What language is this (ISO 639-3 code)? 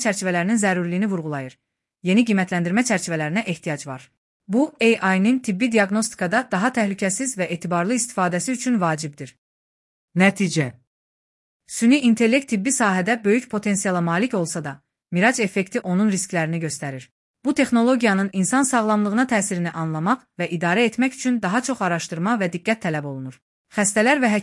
aze